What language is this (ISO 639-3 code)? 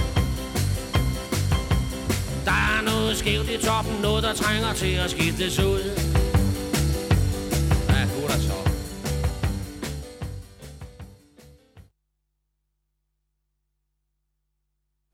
dan